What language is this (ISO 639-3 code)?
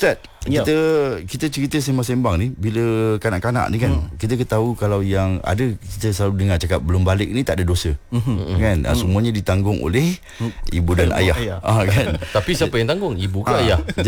msa